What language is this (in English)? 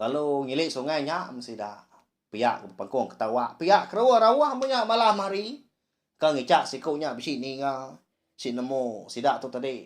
Iban